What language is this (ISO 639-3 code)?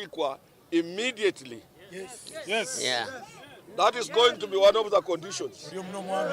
kam